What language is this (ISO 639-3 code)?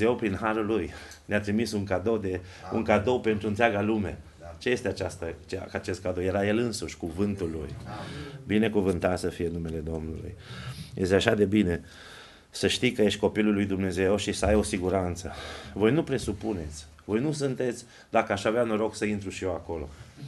ron